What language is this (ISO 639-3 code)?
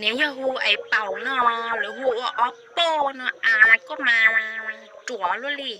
hmn